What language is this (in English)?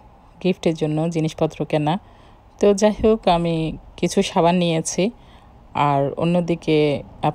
Bangla